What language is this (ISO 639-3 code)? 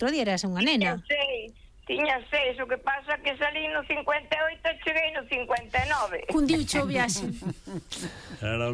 glg